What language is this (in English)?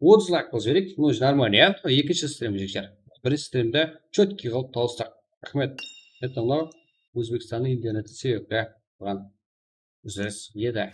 Kara-Kalpak